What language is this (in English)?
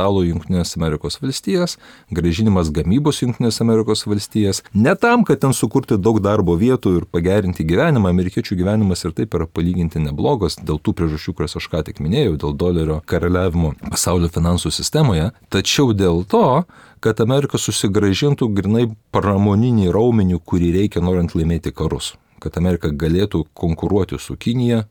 Lithuanian